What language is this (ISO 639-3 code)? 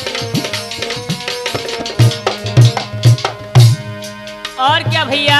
hin